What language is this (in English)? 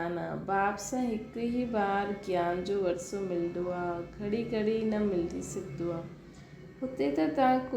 Sindhi